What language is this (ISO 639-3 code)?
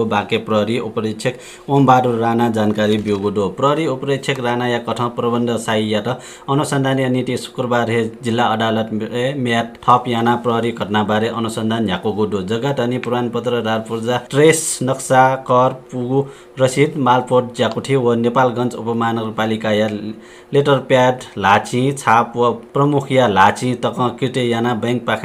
new